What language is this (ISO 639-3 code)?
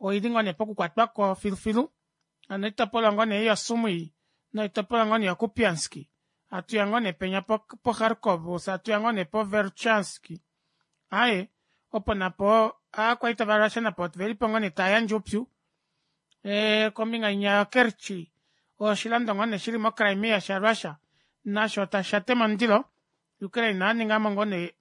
kua